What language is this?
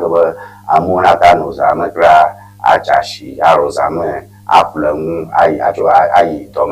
Ewe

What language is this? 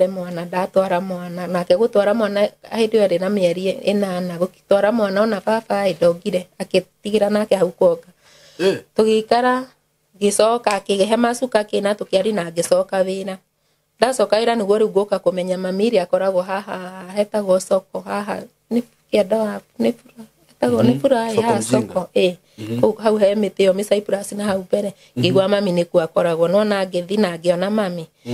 Kikuyu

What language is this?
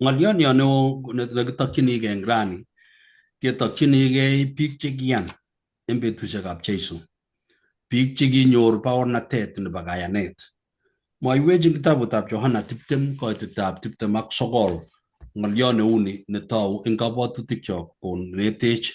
Kalenjin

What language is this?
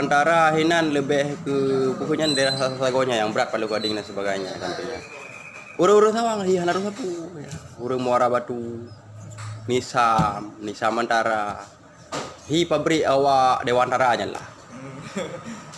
Achinese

